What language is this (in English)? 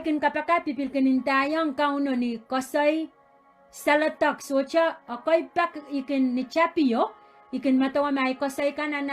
Pohnpeian